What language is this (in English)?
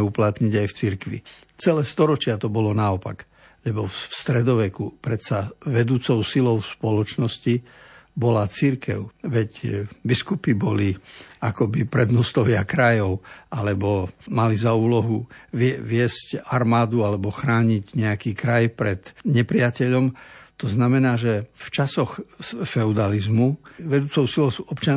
Slovak